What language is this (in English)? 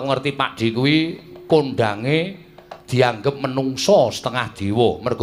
Javanese